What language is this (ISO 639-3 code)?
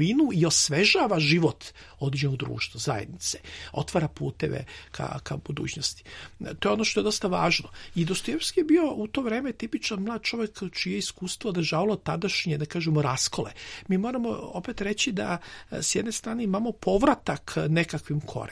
srp